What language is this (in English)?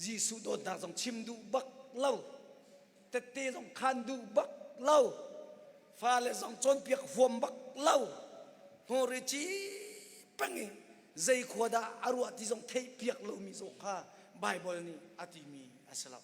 Hakha Chin